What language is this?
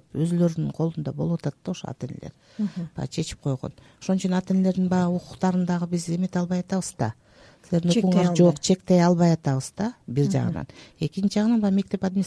Kyrgyz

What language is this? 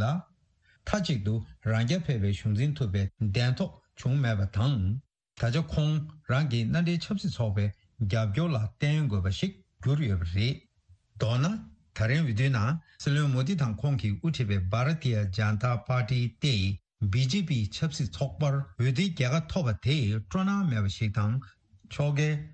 Tibetan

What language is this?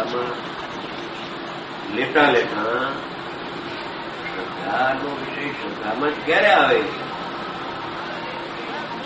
Gujarati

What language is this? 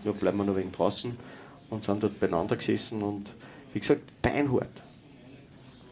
German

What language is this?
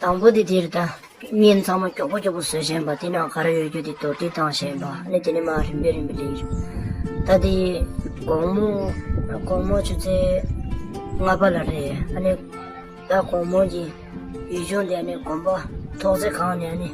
Tibetan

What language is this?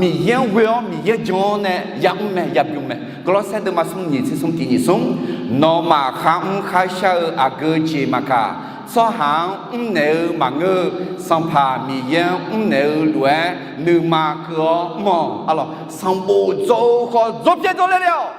Akha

